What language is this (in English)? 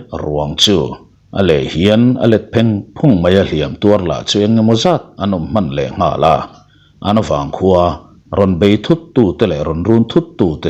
Mizo